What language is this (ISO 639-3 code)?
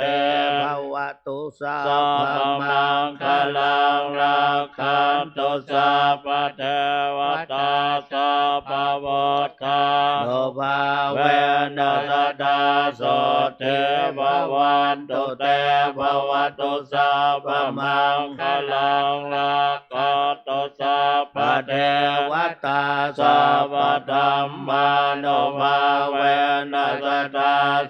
pli